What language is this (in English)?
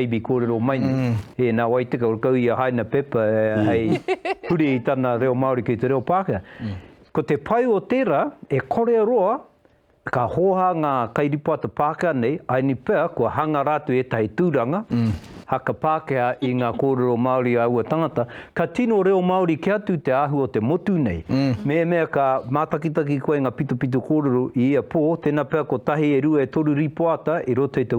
Māori